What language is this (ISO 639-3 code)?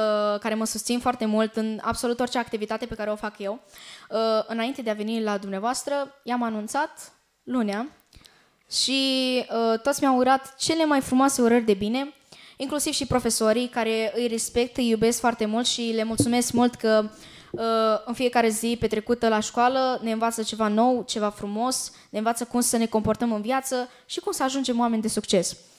ron